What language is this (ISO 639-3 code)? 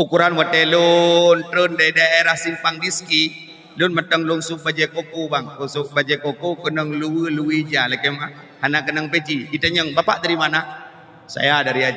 ace